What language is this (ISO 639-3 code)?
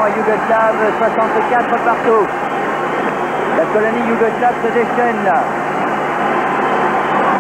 fra